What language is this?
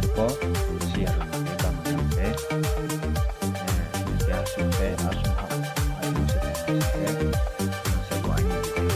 Riang (India)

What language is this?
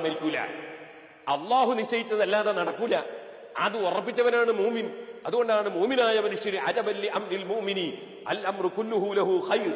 Malayalam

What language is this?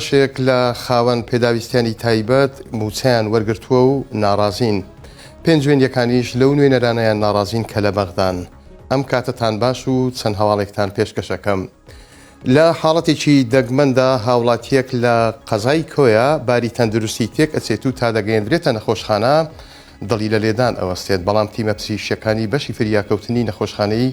Central Kurdish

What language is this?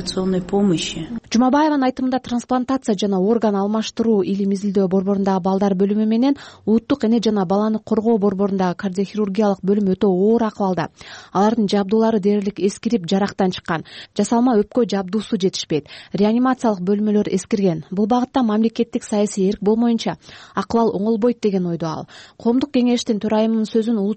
Kyrgyz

